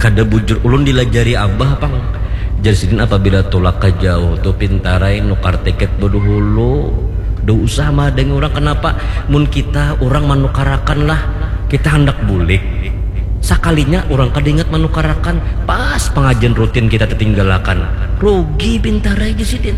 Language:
Banjar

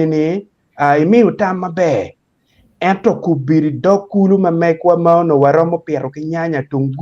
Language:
Acoli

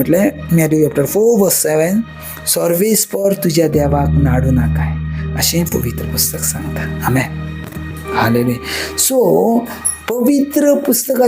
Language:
Konkani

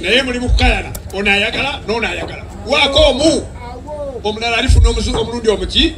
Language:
Ganda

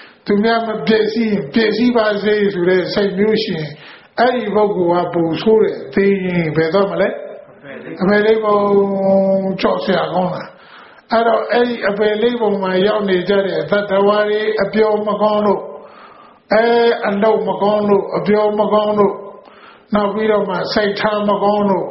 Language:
Burmese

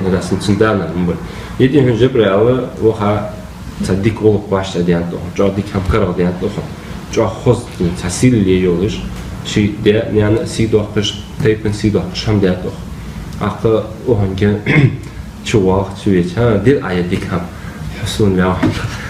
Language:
Ingush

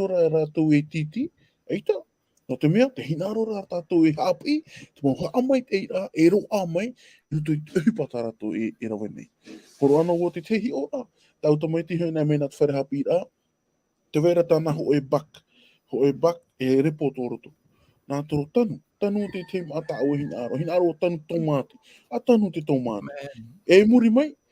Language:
Tahitian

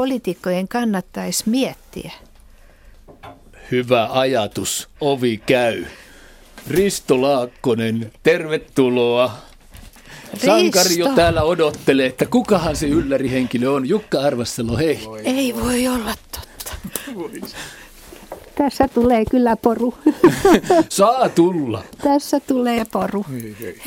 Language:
Finnish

